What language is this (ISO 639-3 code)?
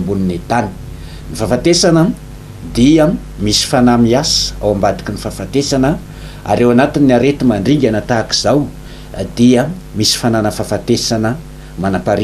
mlg